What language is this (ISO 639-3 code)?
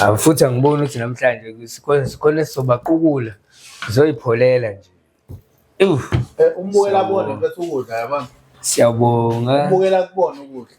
zul